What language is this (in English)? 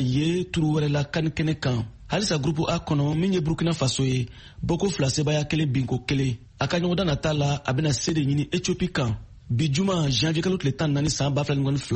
Bambara